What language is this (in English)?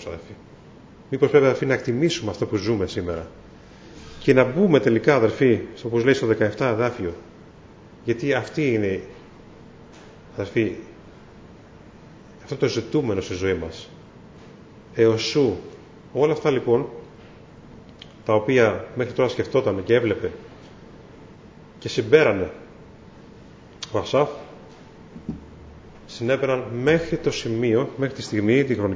Greek